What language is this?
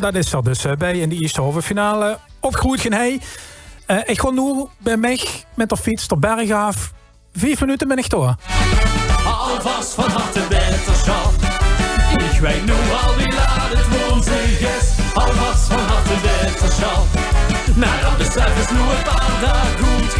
Limburgish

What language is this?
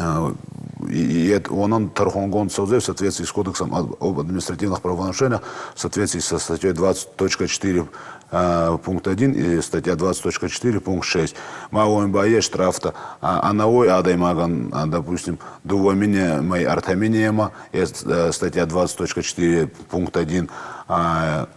Ossetic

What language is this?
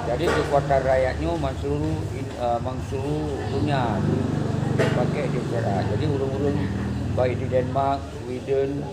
Achinese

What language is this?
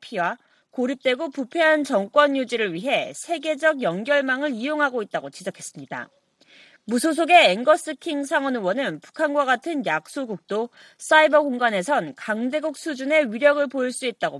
Korean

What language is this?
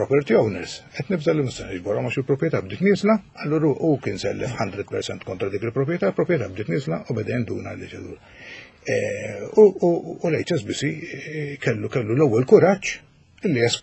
Maltese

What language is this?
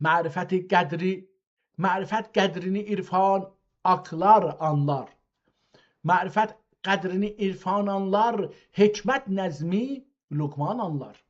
South Azerbaijani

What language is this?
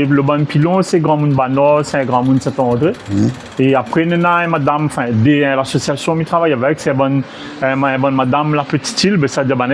Réunion Creole French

